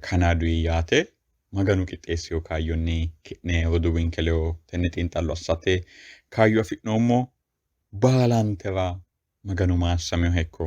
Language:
Sidamo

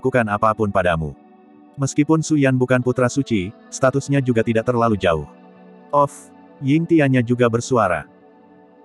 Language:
Indonesian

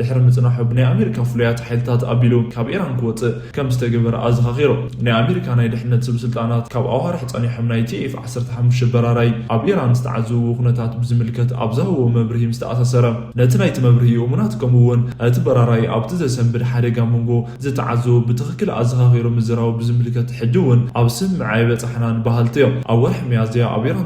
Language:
Tigrinya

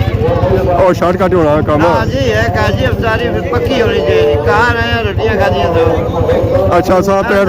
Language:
Pahari-Potwari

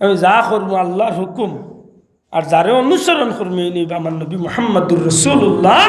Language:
Sylheti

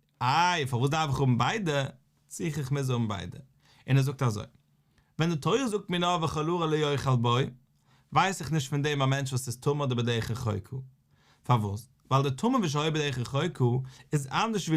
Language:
Yiddish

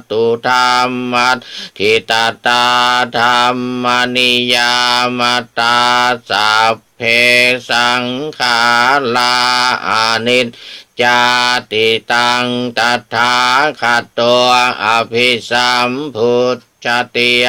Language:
Pali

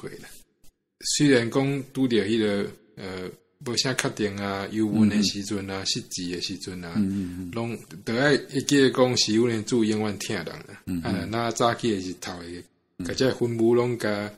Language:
Min Nan Chinese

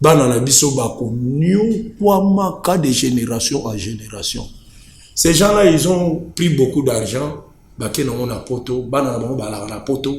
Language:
Lingala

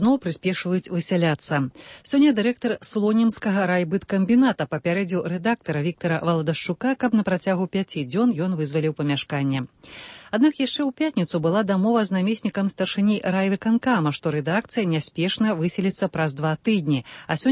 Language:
Belarusian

